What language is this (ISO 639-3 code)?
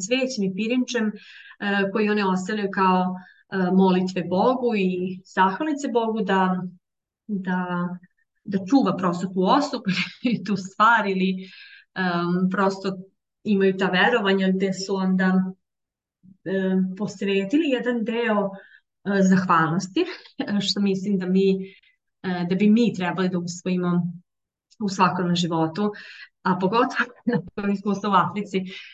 srp